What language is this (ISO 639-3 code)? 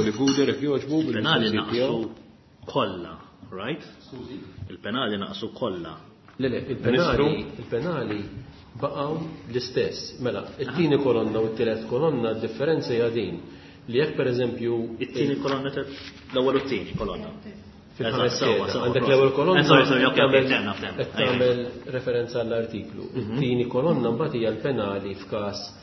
mlt